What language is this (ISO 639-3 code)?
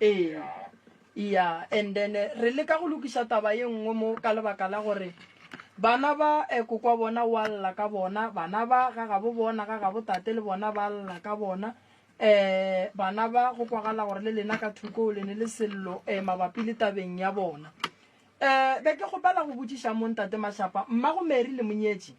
nso